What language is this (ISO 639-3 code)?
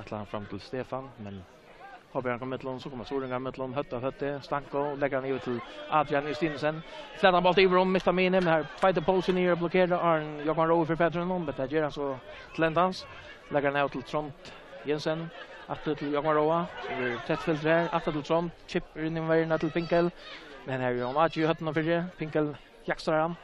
fao